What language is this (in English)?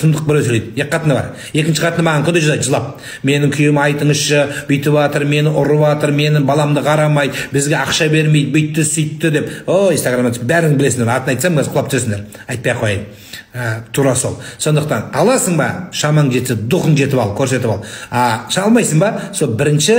Kazakh